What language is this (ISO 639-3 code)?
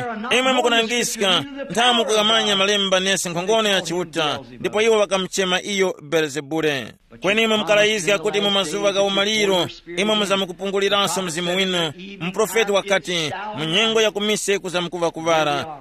tum